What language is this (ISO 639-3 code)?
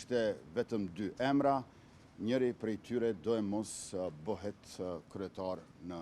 sqi